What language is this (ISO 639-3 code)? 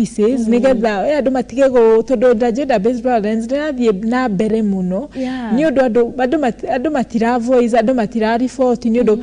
kik